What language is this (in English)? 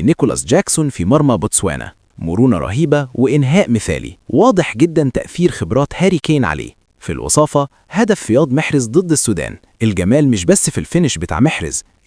Egyptian Arabic